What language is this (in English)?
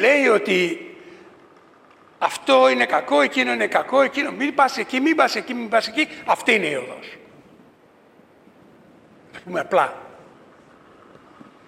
Greek